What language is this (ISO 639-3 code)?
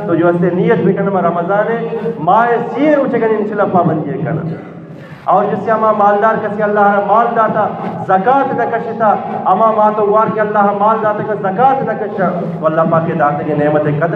bgp